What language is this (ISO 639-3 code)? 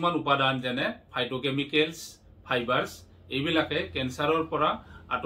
asm